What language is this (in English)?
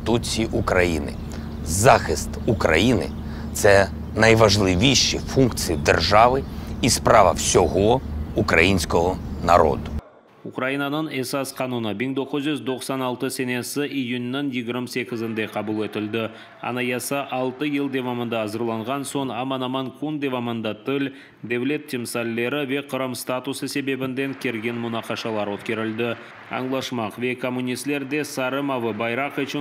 Crimean Tatar